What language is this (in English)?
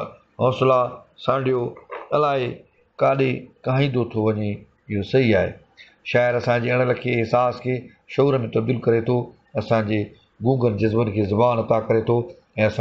Sindhi